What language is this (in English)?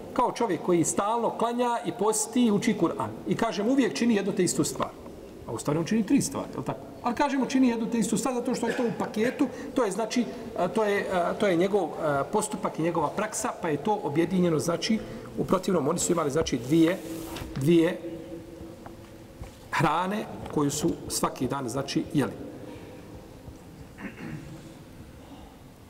Bosnian